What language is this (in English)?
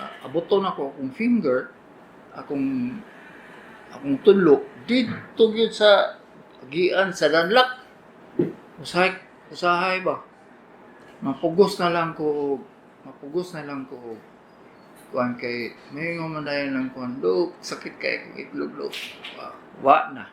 Cebuano